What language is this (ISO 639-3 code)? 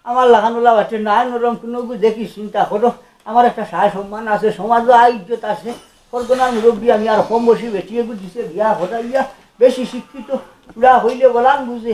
syl